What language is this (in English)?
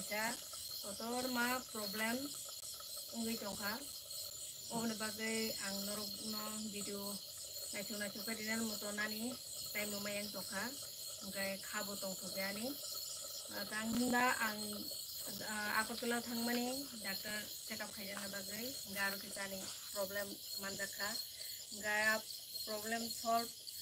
Kok Borok